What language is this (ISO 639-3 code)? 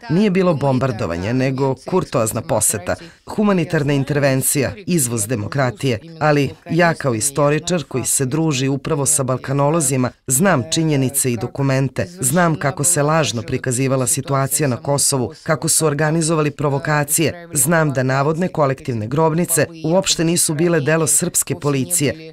srp